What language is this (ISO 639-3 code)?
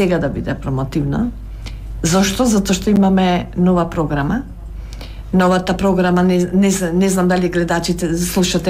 mkd